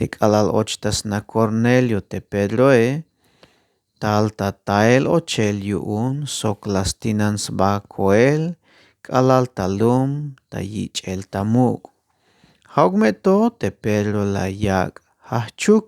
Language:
Tzeltal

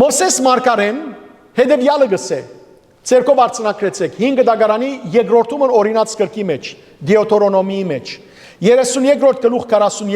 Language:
Western Armenian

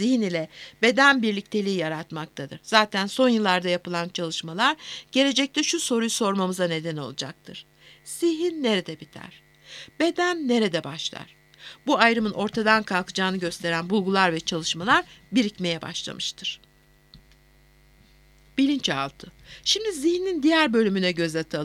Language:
Turkish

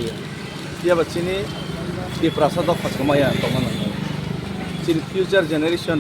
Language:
Kok Borok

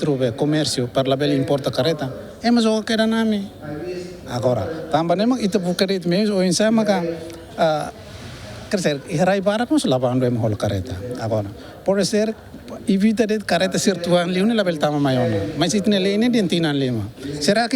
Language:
Tetum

